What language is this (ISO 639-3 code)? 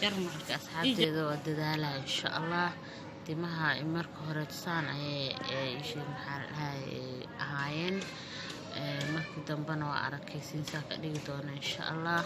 som